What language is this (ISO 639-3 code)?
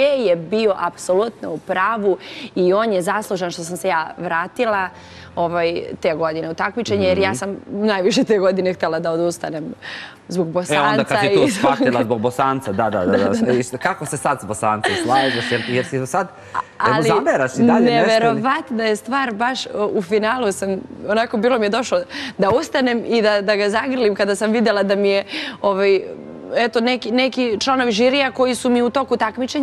srp